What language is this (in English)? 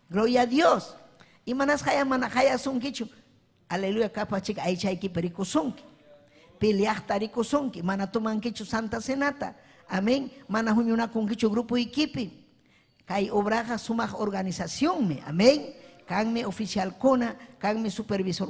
Ayacucho Quechua